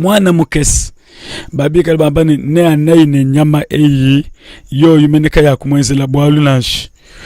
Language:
Luba-Lulua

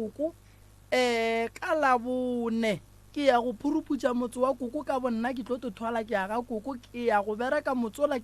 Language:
Northern Sotho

